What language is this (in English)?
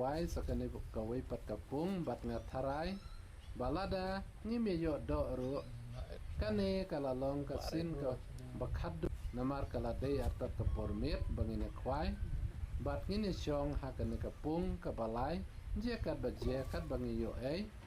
Khasi